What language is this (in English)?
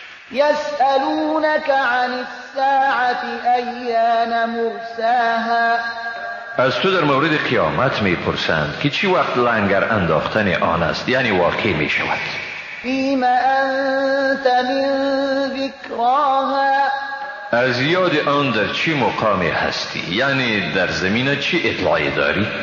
Persian